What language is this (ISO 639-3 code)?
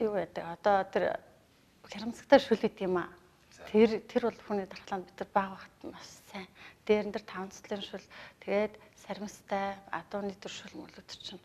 mon